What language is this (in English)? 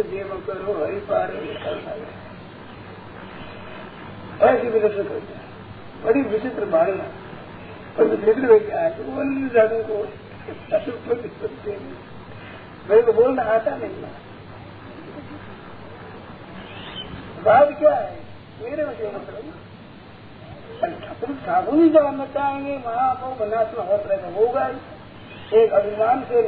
Hindi